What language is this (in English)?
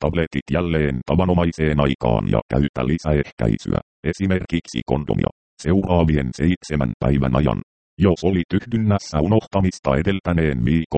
Finnish